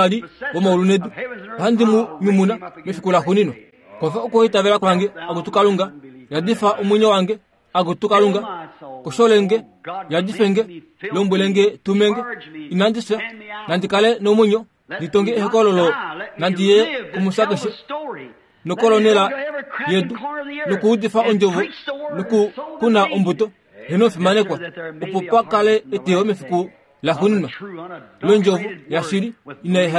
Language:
Kuanyama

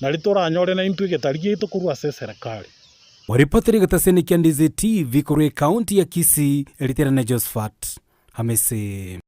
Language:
Gusii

